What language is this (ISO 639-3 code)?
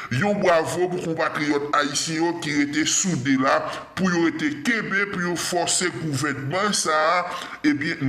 hat